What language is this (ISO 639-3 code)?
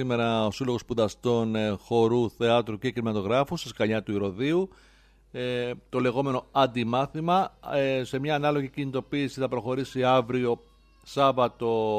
ell